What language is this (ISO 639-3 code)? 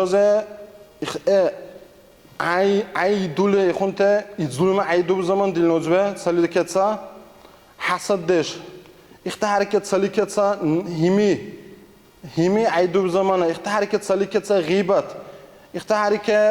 dar